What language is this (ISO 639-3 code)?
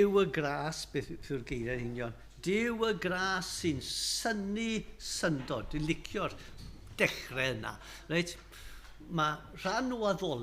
cym